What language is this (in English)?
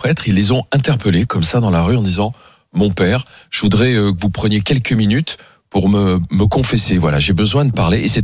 French